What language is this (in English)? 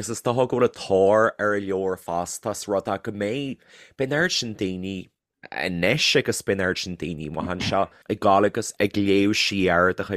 Irish